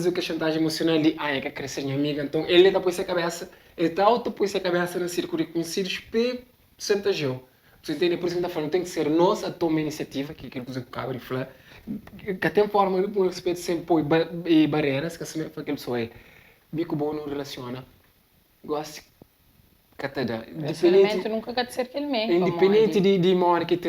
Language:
Kabuverdianu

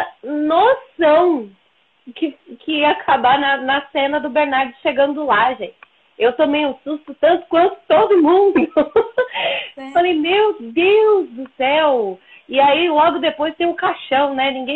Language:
Portuguese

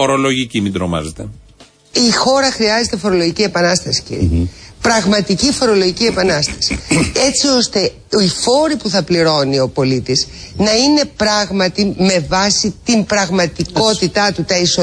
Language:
Greek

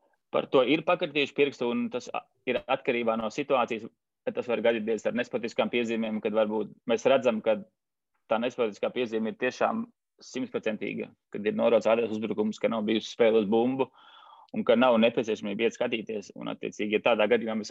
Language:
Latvian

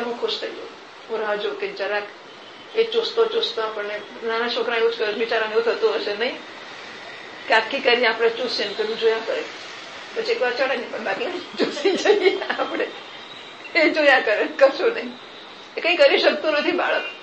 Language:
Gujarati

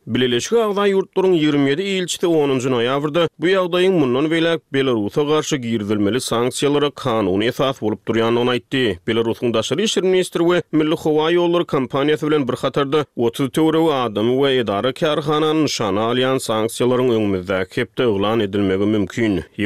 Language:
Turkmen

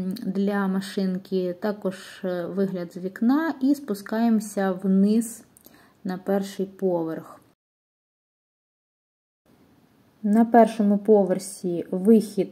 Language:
Ukrainian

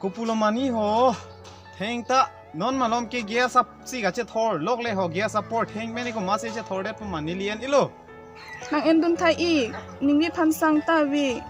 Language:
Karbi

